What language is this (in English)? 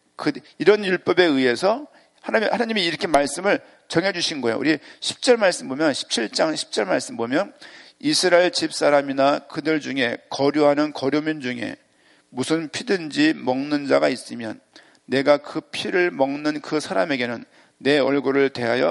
Korean